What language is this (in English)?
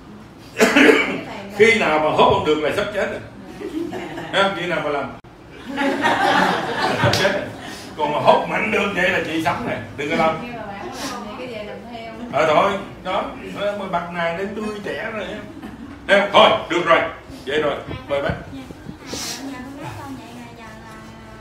Vietnamese